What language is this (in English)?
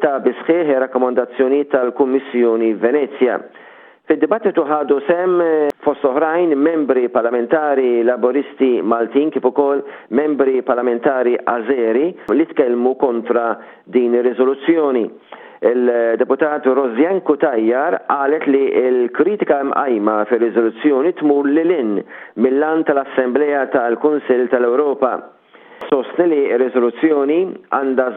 Maltese